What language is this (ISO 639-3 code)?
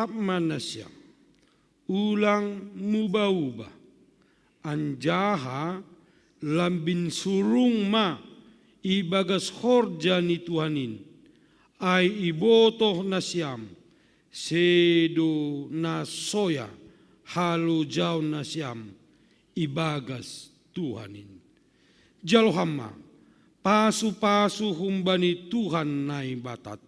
bts